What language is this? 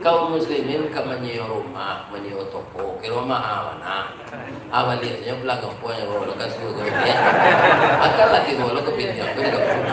Minangkabau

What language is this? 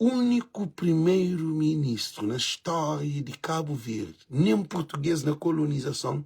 Kabuverdianu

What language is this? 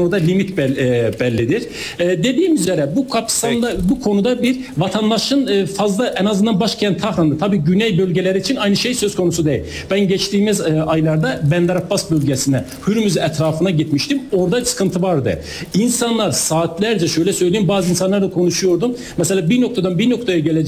Turkish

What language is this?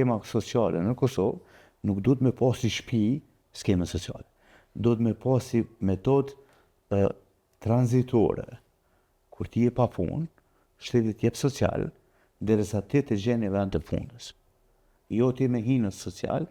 Albanian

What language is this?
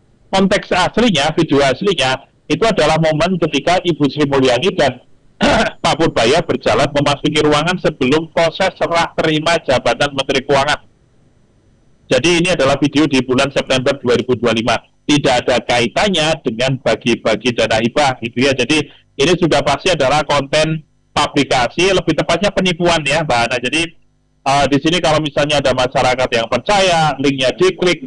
Indonesian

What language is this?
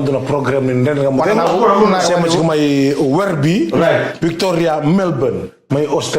Fijian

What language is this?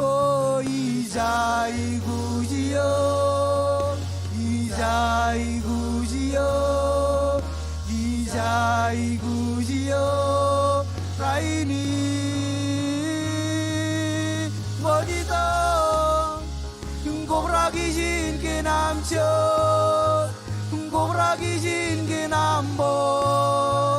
Marshallese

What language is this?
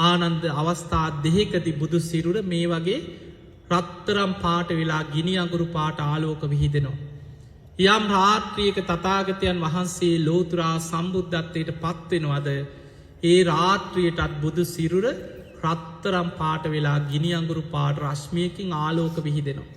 Sinhala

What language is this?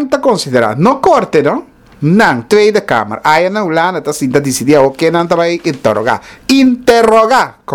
Papiamento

